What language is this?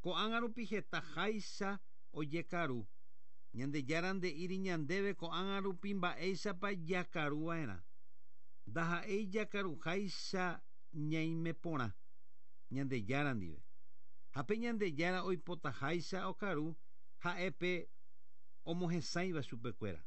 Guarani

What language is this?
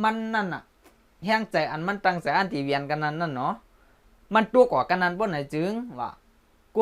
Shan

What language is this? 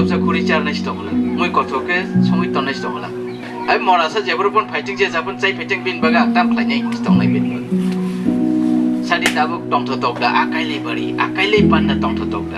Riang (India)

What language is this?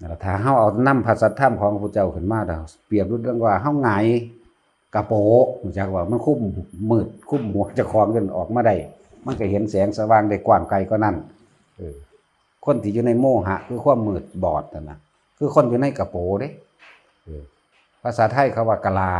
Northeastern Thai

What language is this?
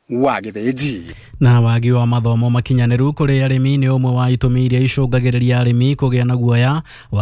Kikuyu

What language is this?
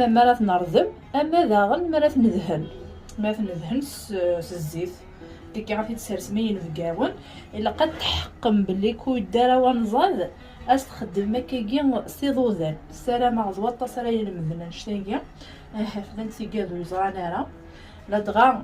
Kabyle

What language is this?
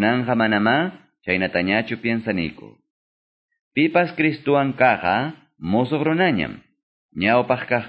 Quechua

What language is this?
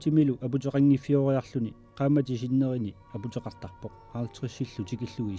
Kalaallisut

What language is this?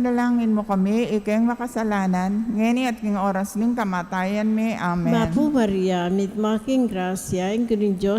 Pampanga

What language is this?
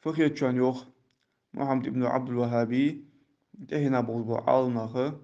Ingush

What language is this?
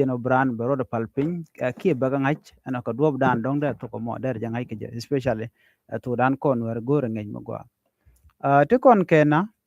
Nuer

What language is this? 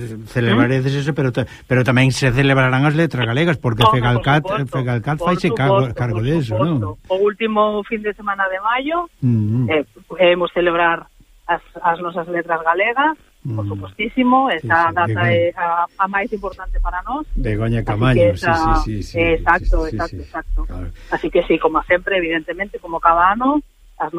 Galician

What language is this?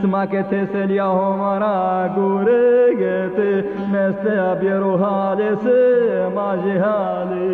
Zaza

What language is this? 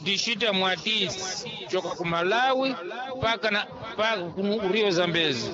Sena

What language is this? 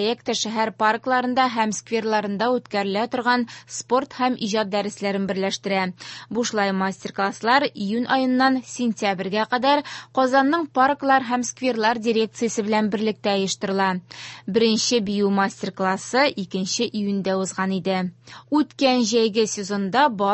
Tatar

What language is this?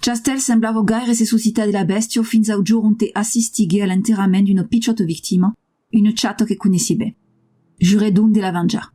Occitan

